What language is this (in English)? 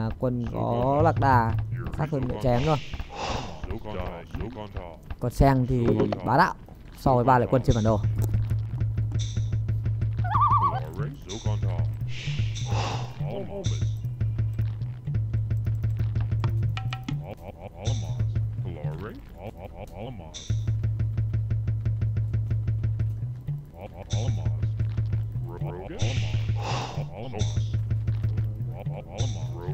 Vietnamese